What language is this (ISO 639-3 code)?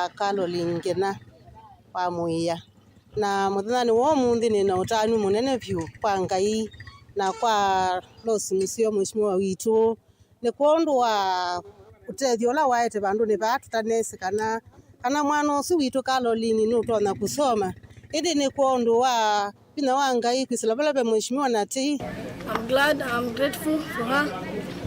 kam